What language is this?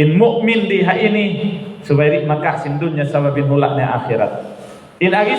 Tausug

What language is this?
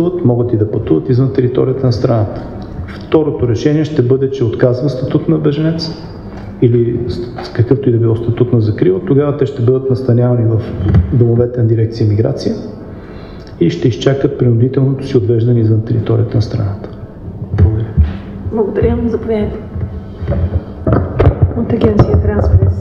Bulgarian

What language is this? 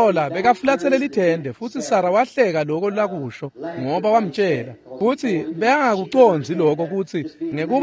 Swati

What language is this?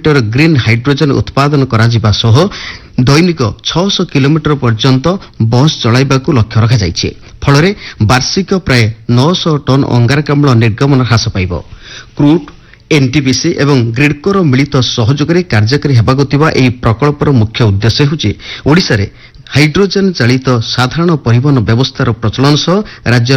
Odia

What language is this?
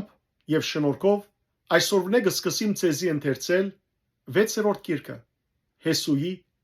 Western Armenian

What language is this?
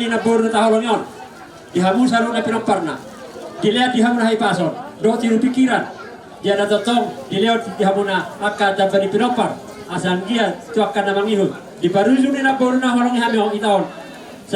Batak Toba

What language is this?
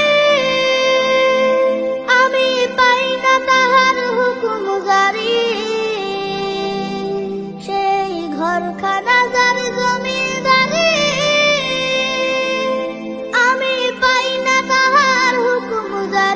Bangla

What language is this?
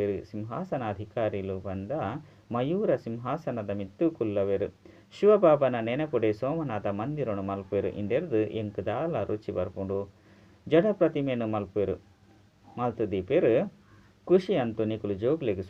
Tulu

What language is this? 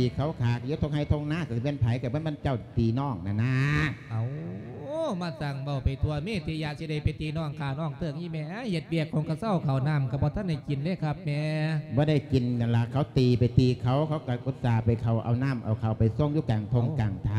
Lao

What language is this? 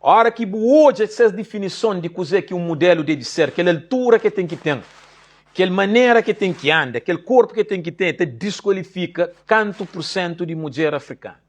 Kabuverdianu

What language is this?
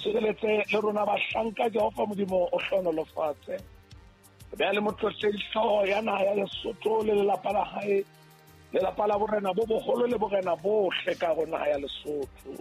Southern Sotho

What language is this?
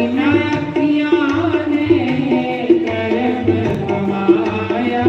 Dogri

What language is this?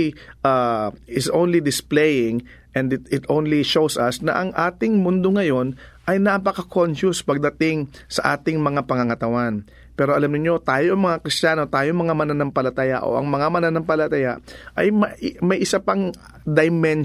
Filipino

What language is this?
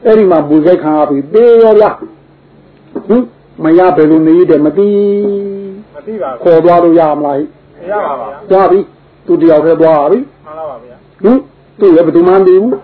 Burmese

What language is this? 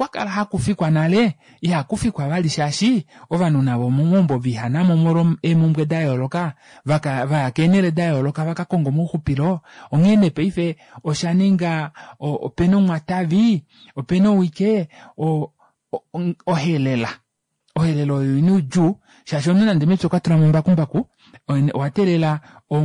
Kuanyama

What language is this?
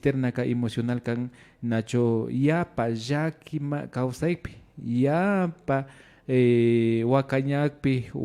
Imbabura Highland Quichua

